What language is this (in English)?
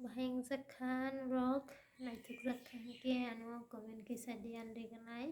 Kok Borok